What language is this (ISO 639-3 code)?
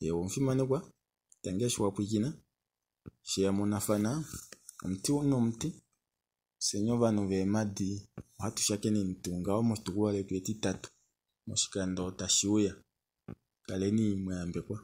kua